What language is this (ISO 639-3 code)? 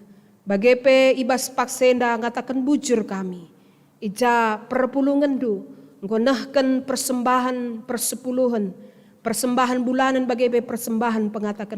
btx